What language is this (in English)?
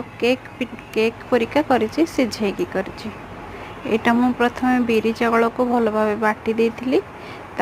Odia